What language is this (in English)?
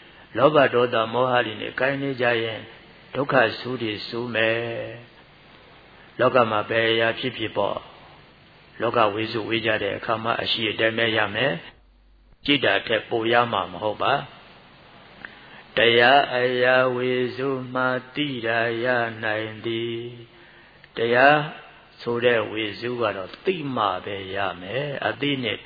Burmese